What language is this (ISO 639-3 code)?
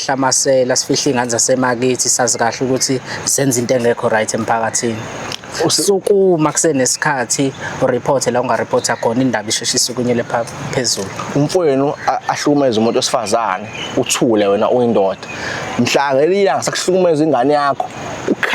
zul